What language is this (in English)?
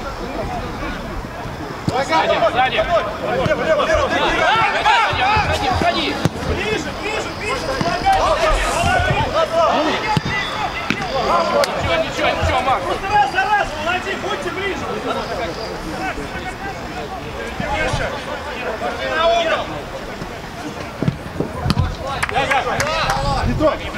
Russian